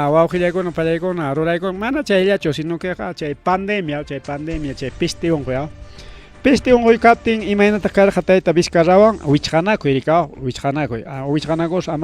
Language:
Ayacucho Quechua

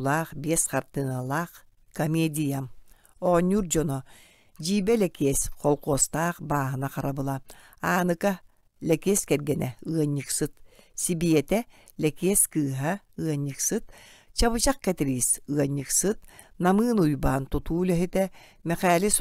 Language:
Yakut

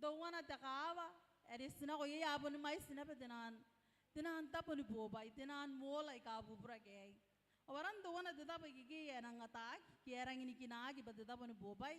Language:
Gilbertese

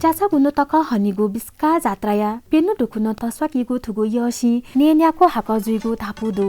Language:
Newari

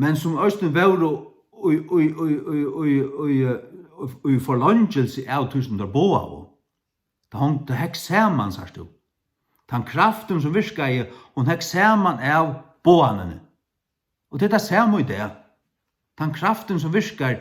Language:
Faroese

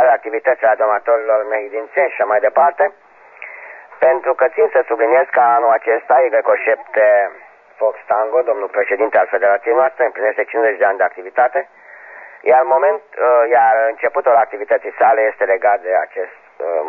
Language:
Romanian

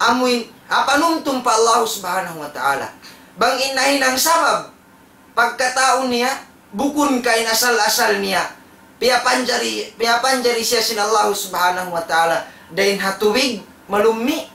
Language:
Tausug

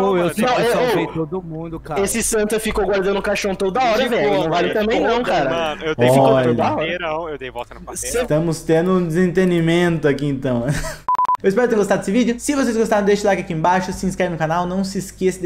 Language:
Portuguese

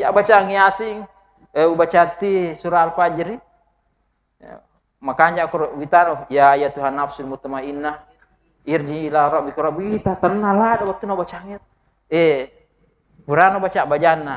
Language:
Buginese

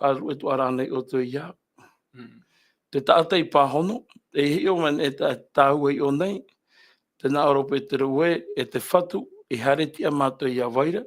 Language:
Tahitian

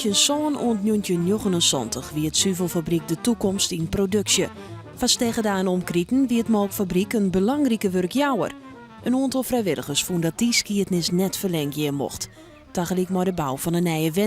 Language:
Western Frisian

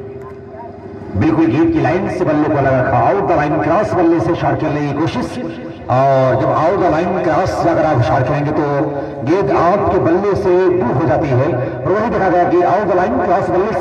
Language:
Hindi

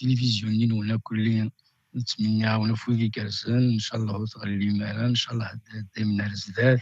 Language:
Kabyle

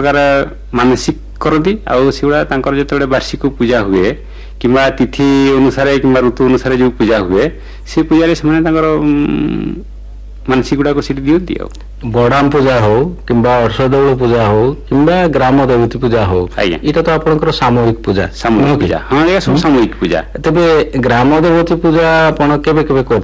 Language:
Odia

